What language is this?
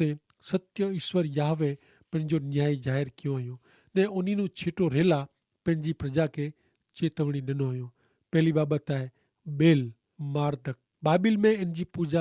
Kachhi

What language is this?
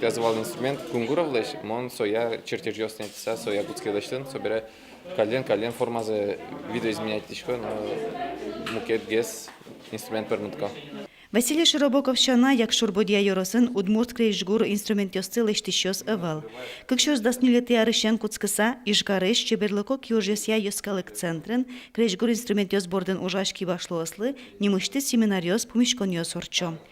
Udmurt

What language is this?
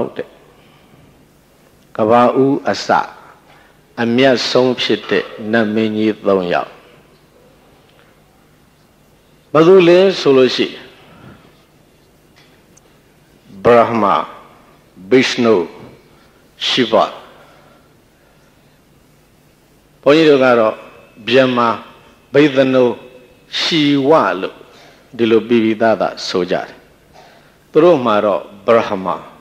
Burmese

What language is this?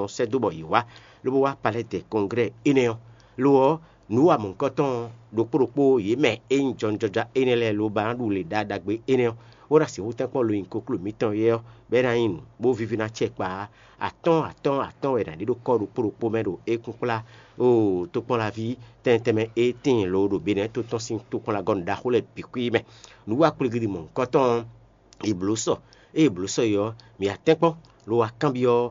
Fon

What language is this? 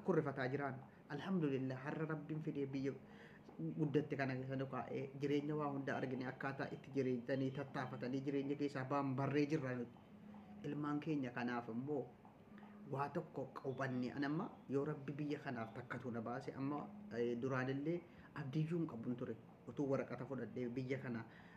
Oromo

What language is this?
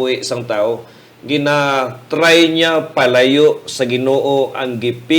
Hiligaynon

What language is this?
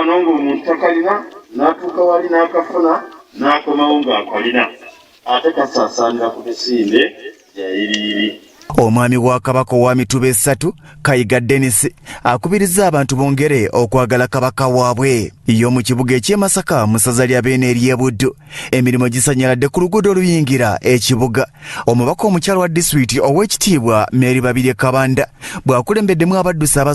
Ganda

